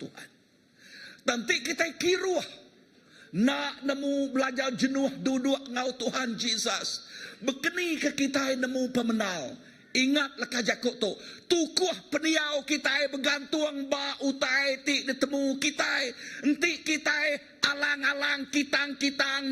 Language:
Iban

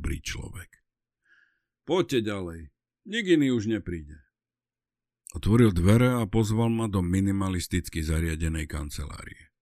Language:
Slovak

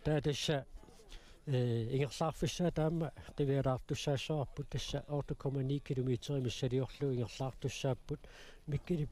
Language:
Kalaallisut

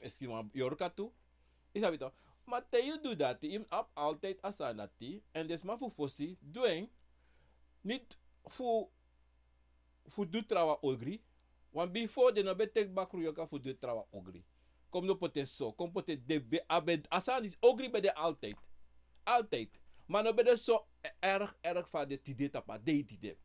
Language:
Sranan Tongo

